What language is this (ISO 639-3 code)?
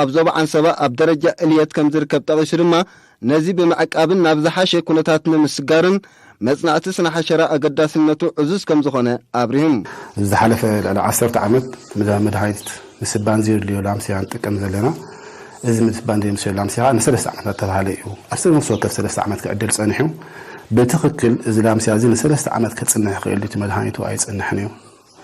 tir